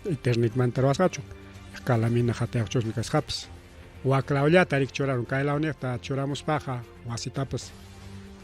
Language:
Ayacucho Quechua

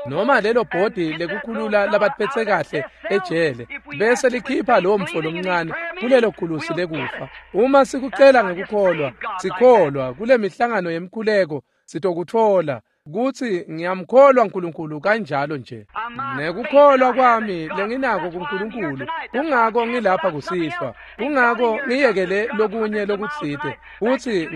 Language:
Swati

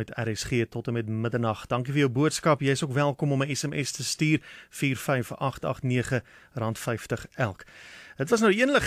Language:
Afrikaans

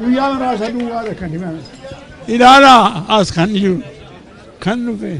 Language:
Oromo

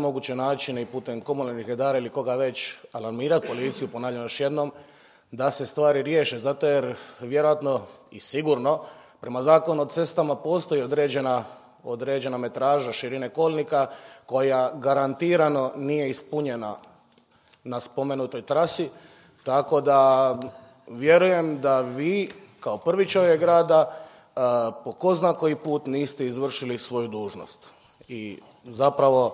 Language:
Croatian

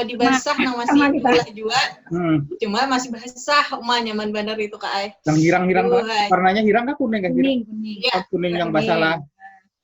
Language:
Banjar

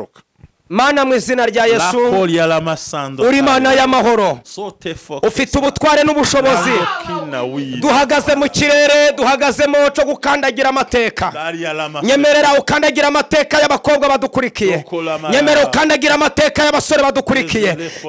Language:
Kinyarwanda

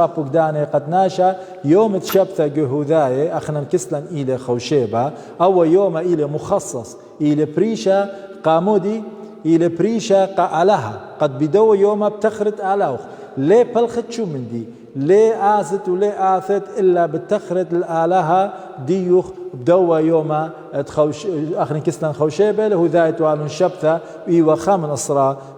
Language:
Assyrian Neo-Aramaic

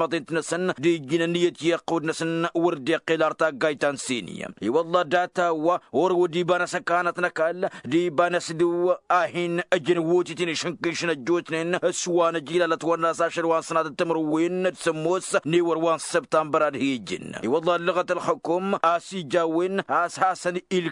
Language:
Tamasheq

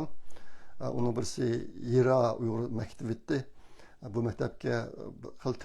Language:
Uyghur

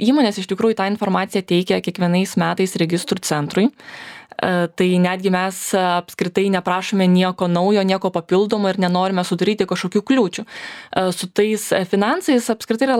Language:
Lithuanian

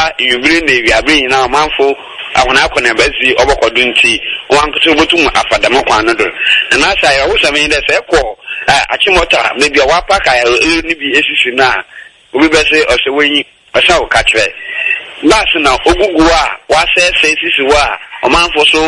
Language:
Akan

